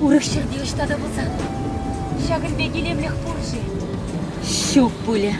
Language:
Chuvash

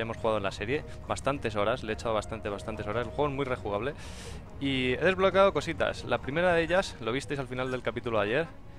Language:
Spanish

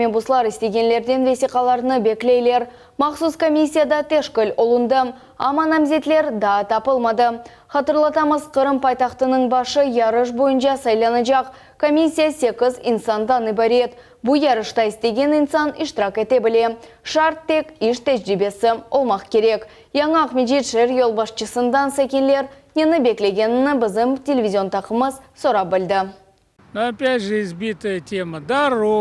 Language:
Crimean Tatar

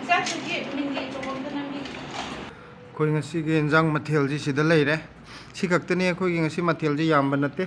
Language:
Manipuri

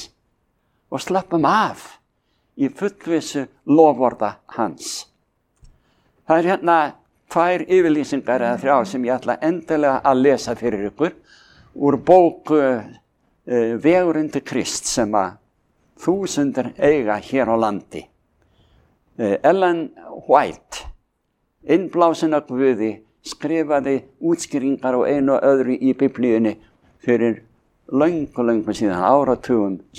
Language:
Icelandic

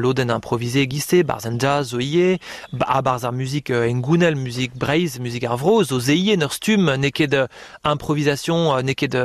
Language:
Breton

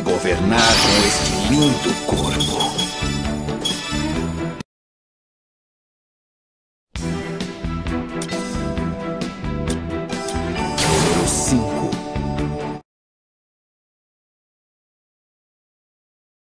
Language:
Portuguese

